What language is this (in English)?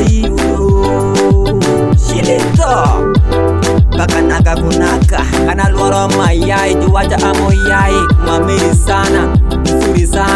Swahili